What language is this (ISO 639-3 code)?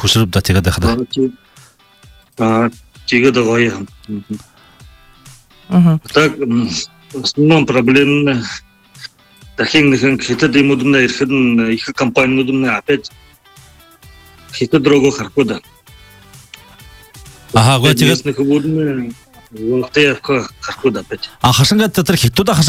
bua